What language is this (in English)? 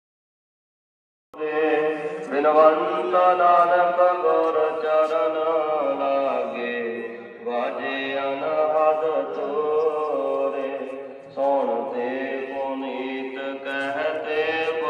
Punjabi